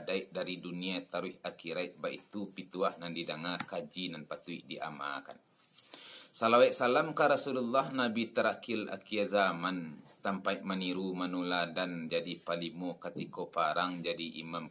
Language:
Minangkabau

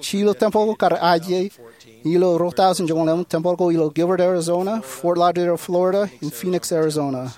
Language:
Marshallese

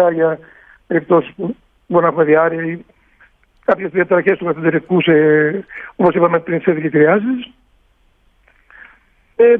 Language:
Greek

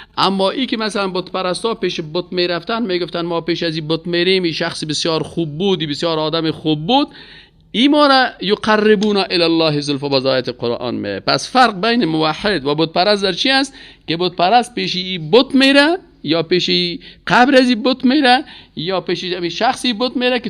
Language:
Persian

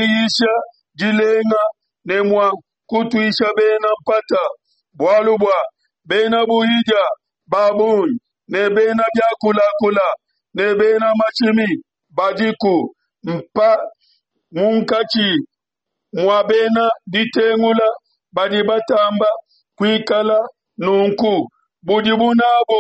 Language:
Luba-Lulua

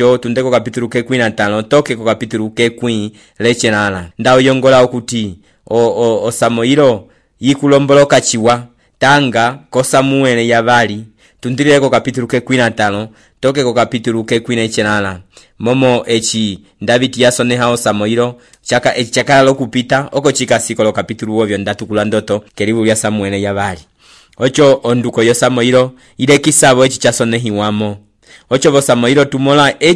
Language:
Umbundu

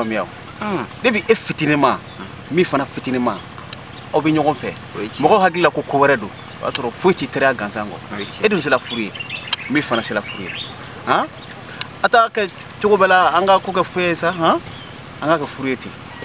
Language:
Bambara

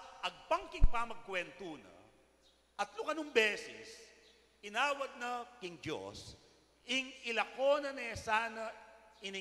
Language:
Pampanga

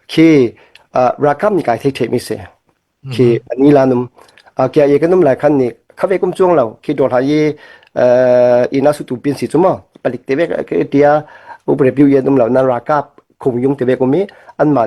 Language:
Falam Chin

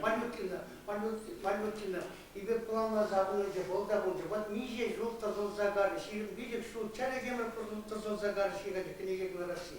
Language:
Chuvash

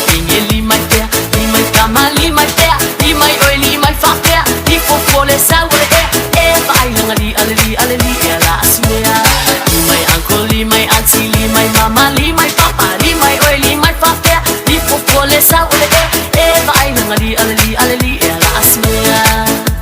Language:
Tongan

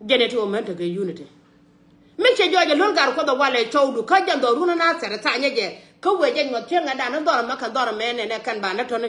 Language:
Nuer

